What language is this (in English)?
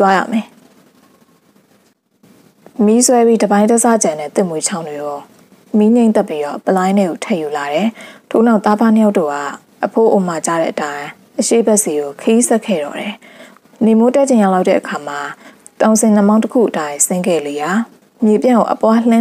Burmese